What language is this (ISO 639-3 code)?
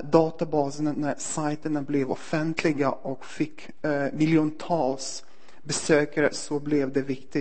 swe